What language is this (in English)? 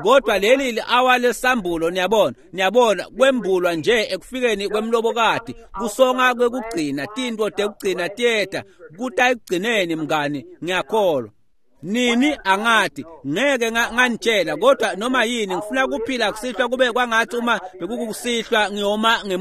Swati